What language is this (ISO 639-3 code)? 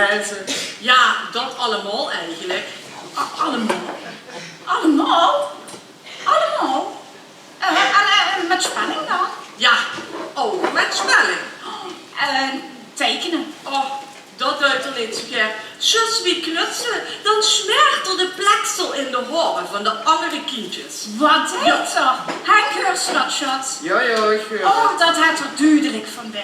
lim